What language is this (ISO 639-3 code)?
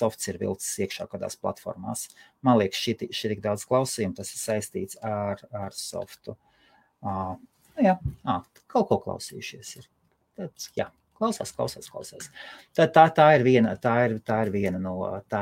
lav